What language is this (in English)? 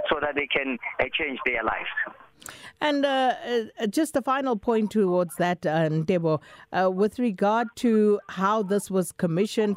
English